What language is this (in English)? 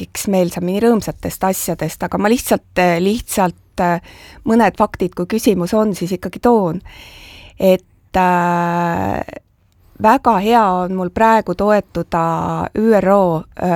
Estonian